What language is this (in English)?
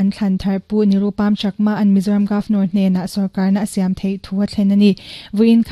Mizo